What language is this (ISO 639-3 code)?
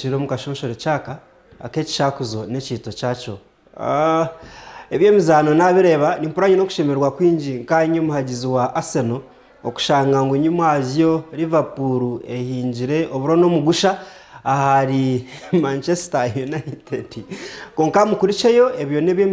nyn